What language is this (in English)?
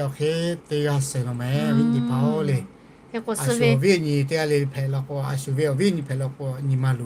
Lahu